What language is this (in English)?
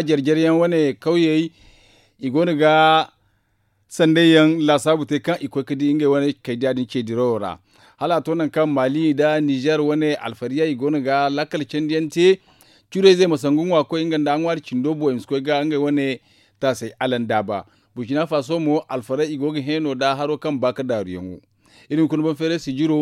Zarma